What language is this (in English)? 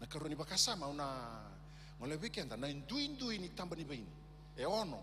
Fijian